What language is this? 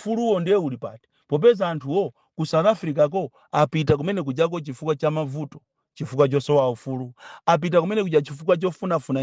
Nyanja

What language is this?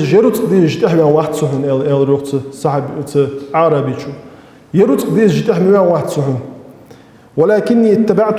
Ingush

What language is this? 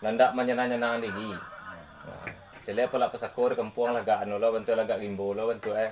Minangkabau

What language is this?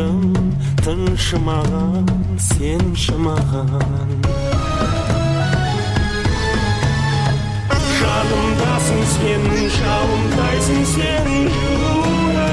Kazakh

